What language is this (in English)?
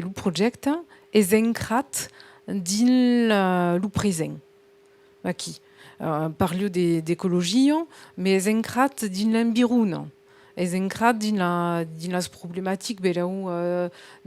Occitan